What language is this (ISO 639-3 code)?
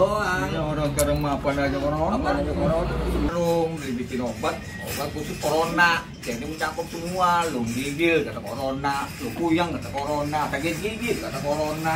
bew